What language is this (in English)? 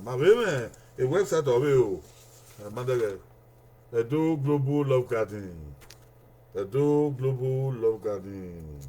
Bini